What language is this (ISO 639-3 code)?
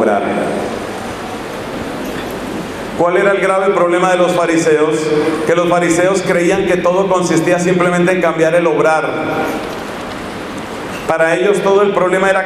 spa